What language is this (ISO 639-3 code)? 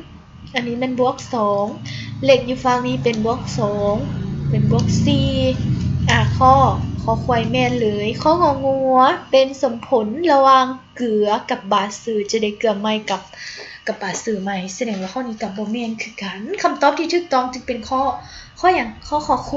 lao